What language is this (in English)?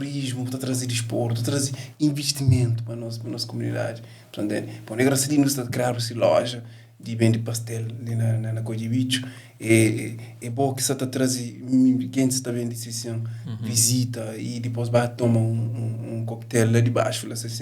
Kabuverdianu